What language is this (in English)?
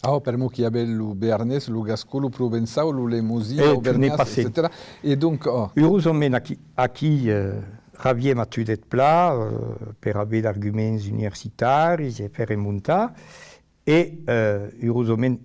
Occitan